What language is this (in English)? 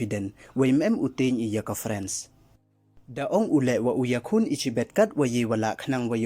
Pnar